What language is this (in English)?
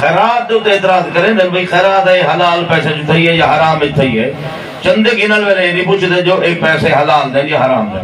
Saraiki